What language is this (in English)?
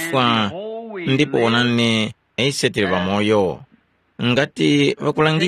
Tumbuka